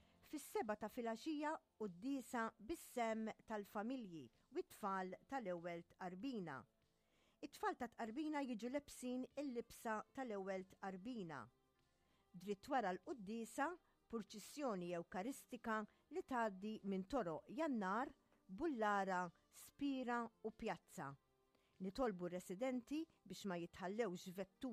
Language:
Maltese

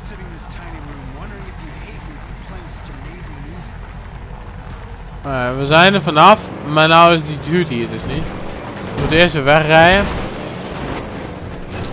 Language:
Dutch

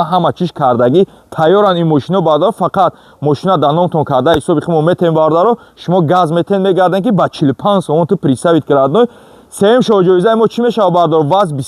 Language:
Tajik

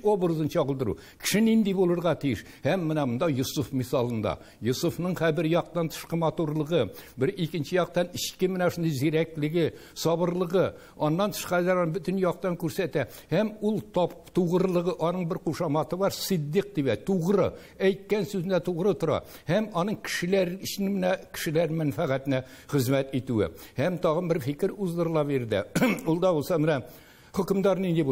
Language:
Tatar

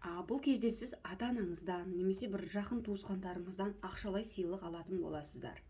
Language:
Kazakh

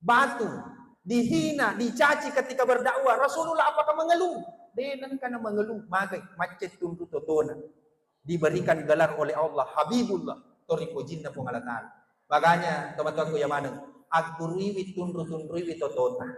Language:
Buginese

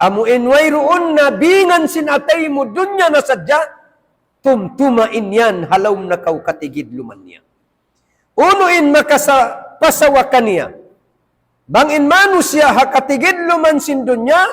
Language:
Tausug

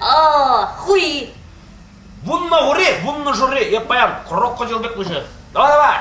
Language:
Chuvash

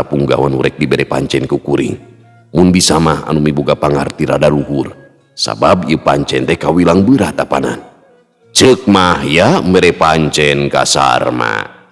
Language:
Sundanese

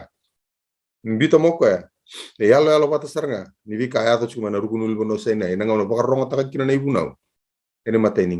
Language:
Fijian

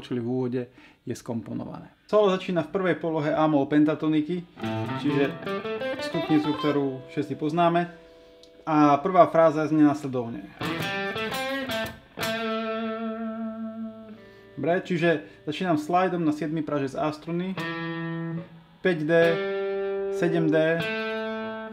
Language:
Slovak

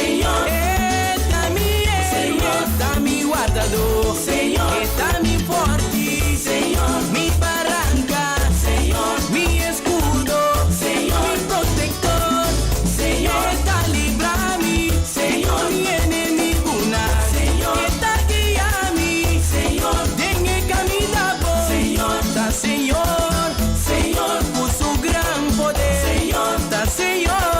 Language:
Papiamento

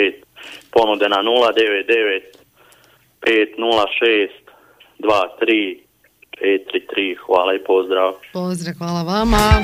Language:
Croatian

